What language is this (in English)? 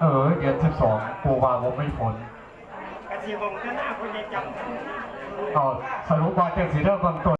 Northeastern Thai